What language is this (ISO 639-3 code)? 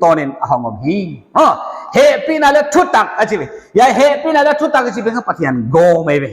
pck